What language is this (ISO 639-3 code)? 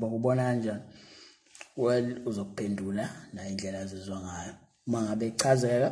zul